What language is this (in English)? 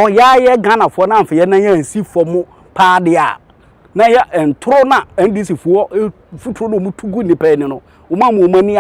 Akan